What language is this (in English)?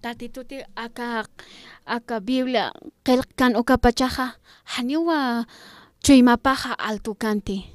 Aymara